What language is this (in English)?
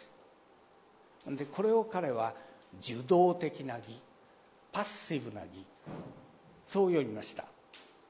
Japanese